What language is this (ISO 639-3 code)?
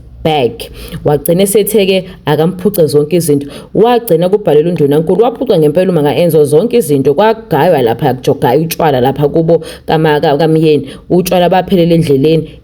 zul